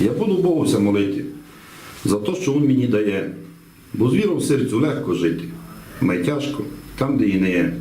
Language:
Rusyn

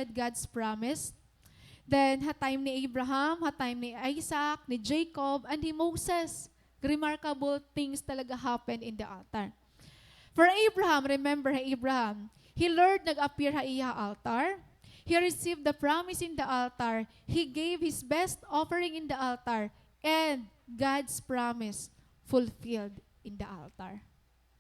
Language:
Waray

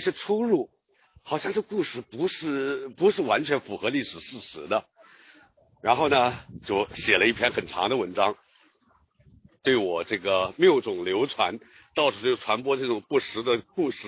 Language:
Chinese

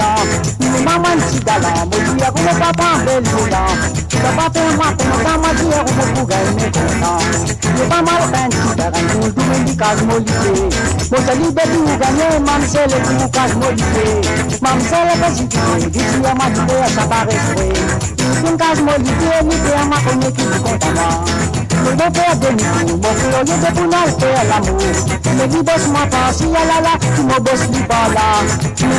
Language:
Morisyen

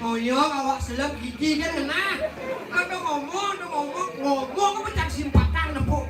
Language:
Balinese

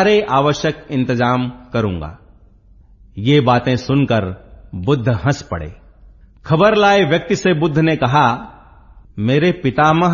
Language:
Hindi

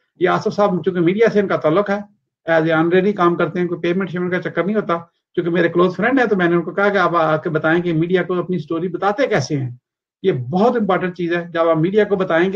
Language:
Urdu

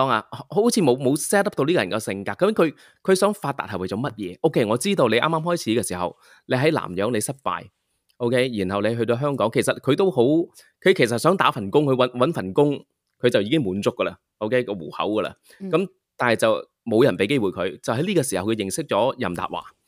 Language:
Cantonese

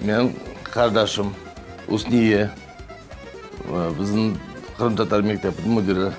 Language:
Crimean Tatar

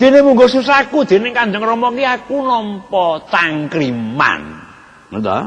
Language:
Javanese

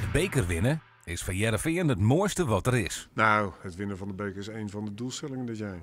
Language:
Western Frisian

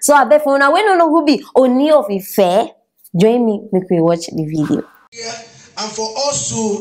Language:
Nigerian Pidgin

